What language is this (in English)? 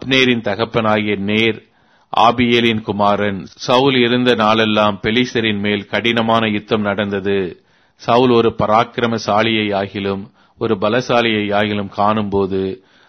Tamil